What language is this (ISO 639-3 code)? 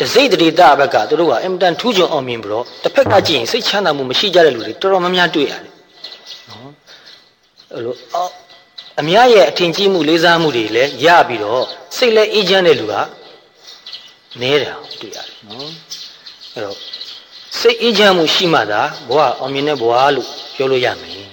mya